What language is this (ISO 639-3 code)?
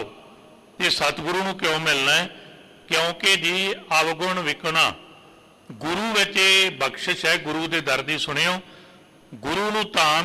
pan